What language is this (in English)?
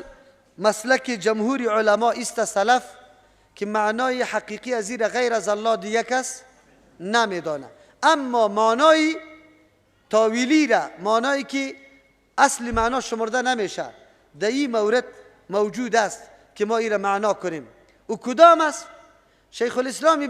Persian